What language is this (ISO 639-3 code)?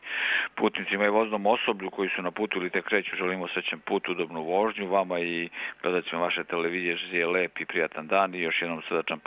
srp